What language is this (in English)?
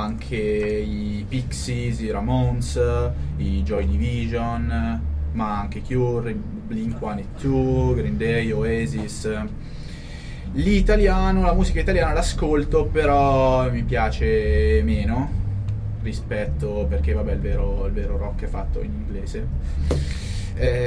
Italian